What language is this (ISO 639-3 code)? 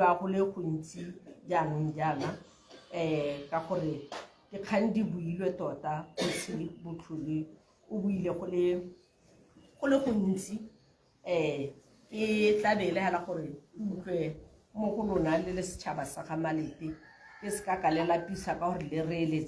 tsn